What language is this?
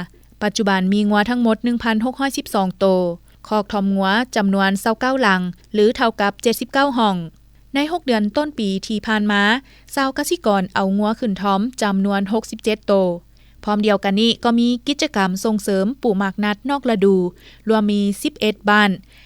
Lao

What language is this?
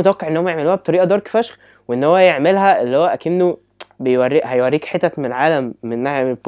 Egyptian Arabic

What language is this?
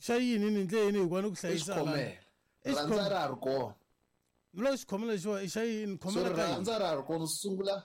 Tsonga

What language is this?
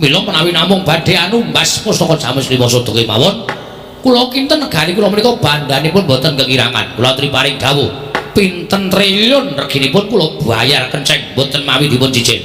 Javanese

